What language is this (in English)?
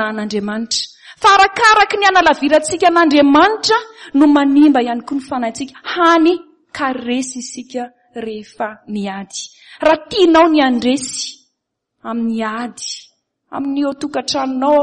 Malagasy